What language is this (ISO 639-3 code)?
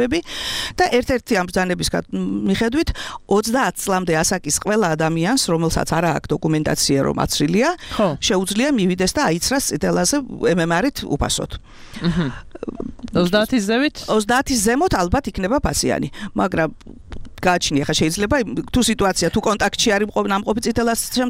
kat